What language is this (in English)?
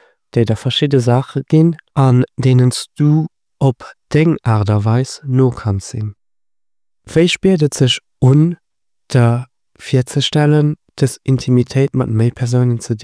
Luxembourgish